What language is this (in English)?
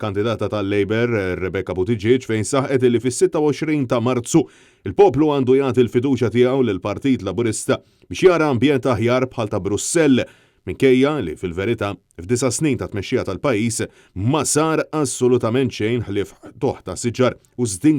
Maltese